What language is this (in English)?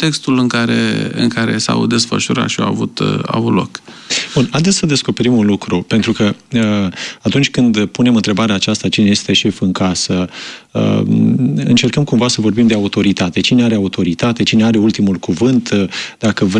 Romanian